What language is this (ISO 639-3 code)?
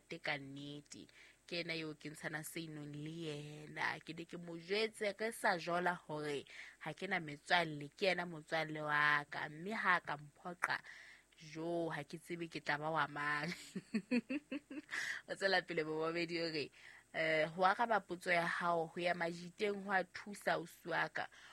sot